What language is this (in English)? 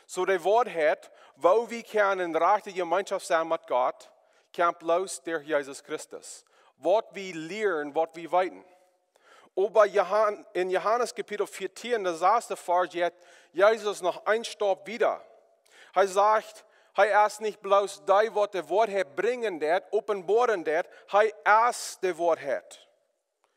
Plautdietsch